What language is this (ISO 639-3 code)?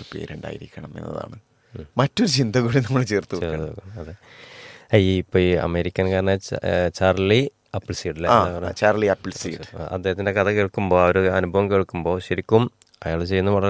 mal